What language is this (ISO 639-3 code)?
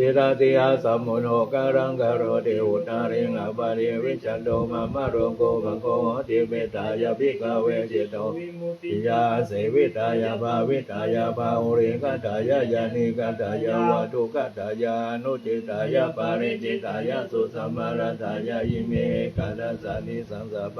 pli